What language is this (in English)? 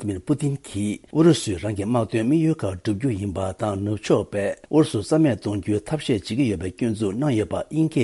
Tibetan